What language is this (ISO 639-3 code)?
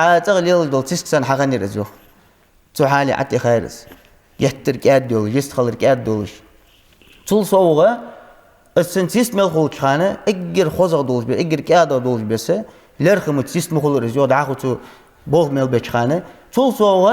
inh